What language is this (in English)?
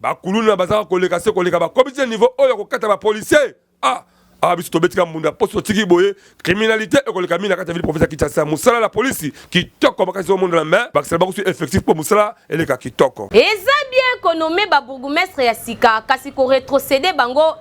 Lingala